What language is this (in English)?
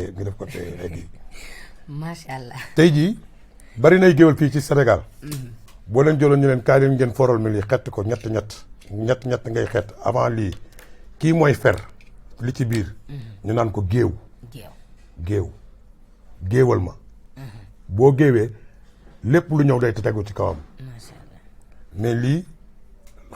Wolof